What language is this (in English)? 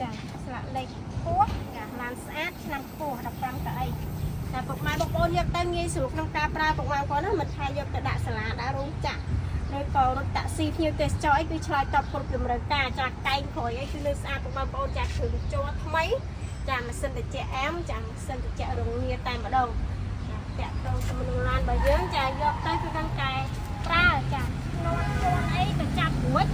Khmer